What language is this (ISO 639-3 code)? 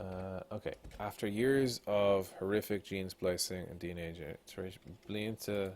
gle